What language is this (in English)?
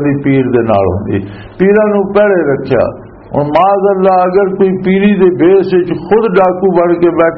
Western Panjabi